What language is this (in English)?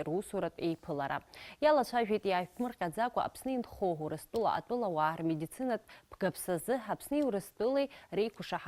Abkhazian